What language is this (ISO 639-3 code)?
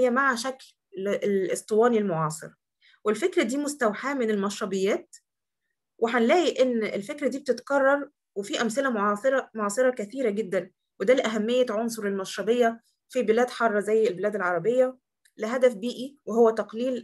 arz